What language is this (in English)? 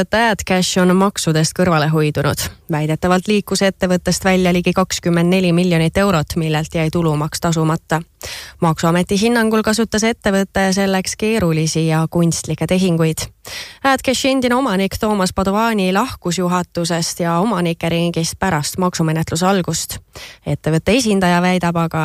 Estonian